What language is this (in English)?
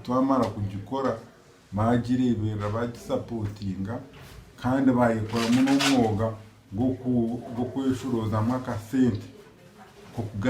Nyankole